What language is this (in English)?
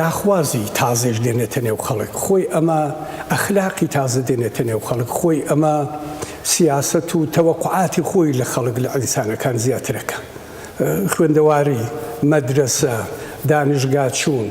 Central Kurdish